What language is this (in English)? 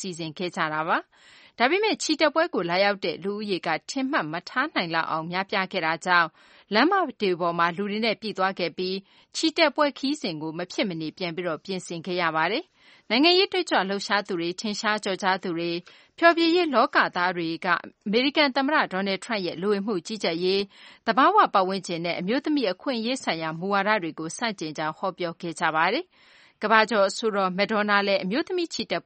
Burmese